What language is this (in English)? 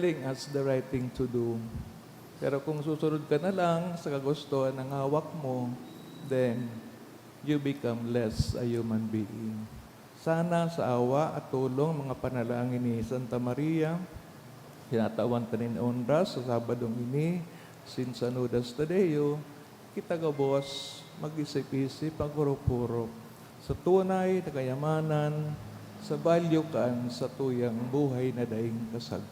Bikol